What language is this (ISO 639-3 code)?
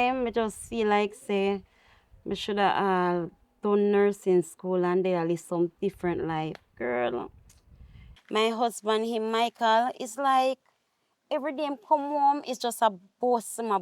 jam